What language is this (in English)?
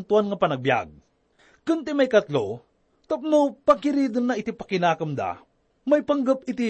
Iloko